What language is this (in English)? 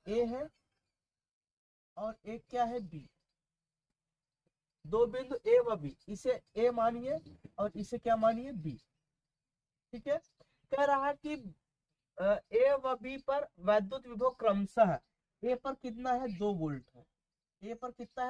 Hindi